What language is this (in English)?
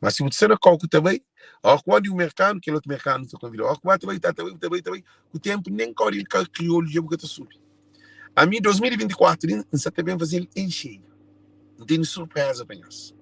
Kabuverdianu